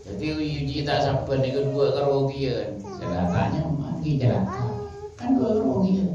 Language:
Madurese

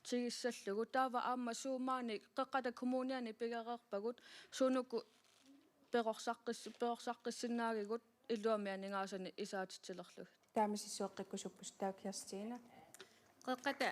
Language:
Kalaallisut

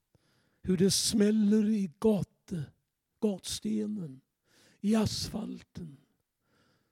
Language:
Swedish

